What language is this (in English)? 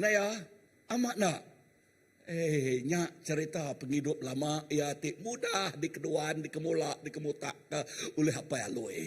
Iban